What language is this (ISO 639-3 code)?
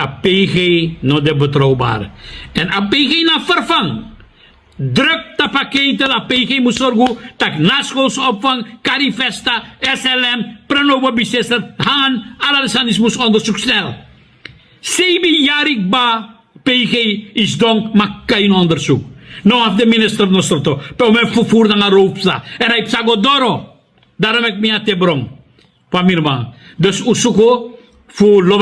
srn